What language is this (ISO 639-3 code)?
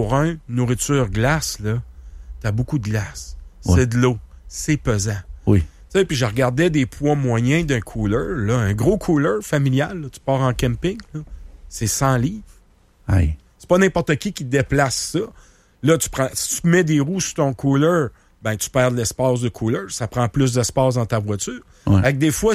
fra